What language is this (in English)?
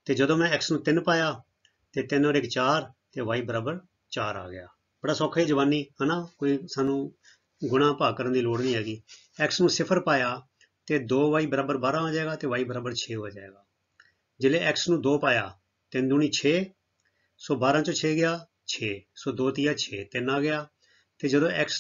Punjabi